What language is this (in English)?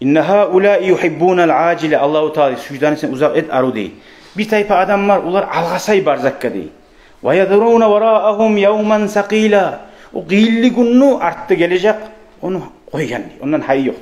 Kumyk